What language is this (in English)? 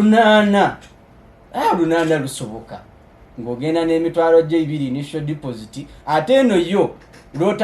Ganda